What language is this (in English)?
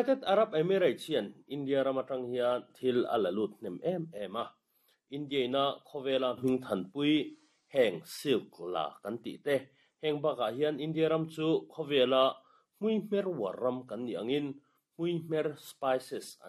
Mizo